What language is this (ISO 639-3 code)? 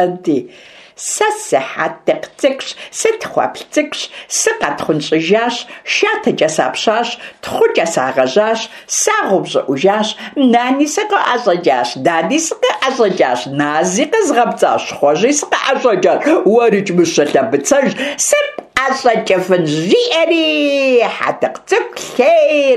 kbd